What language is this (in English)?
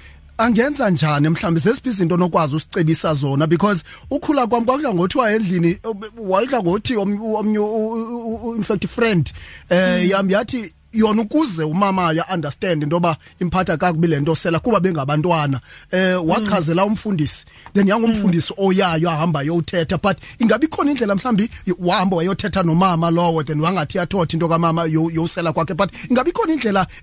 Xhosa